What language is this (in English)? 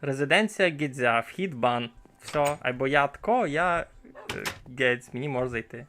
Rusyn